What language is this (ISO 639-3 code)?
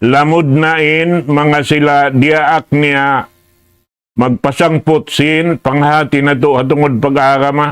tsg